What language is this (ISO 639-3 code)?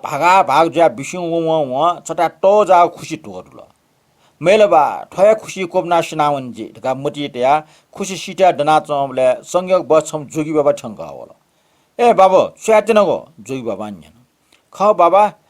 new